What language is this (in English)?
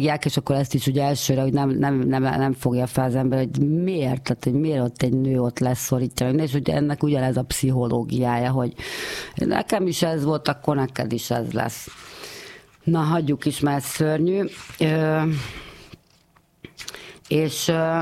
Hungarian